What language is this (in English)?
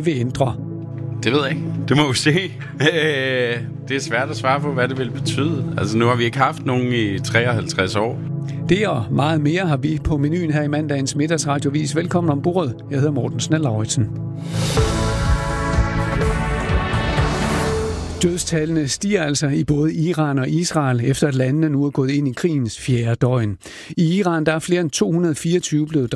Danish